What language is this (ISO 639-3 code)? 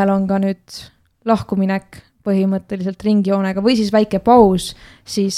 est